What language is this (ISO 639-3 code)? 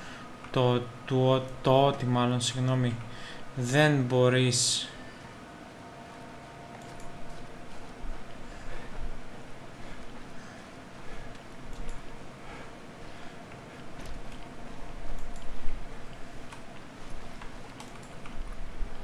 ell